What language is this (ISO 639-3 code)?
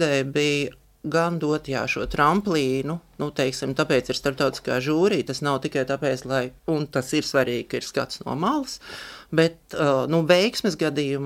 lav